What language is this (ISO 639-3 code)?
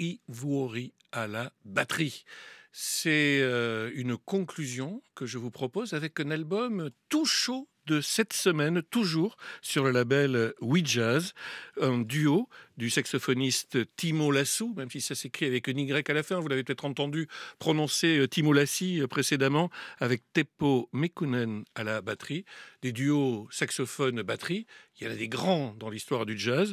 fra